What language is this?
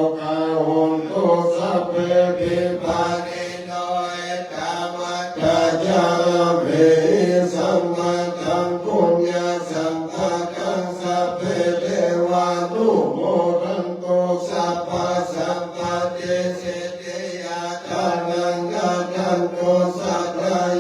Pali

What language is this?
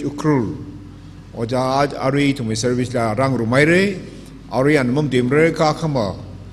Tangkhul Naga (India)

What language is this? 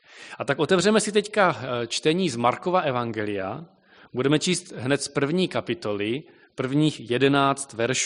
Czech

